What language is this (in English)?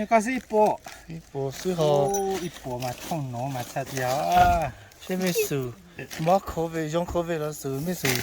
Hmong